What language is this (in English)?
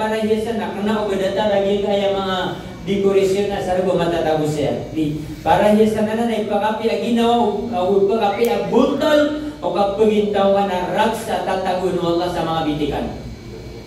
Maranao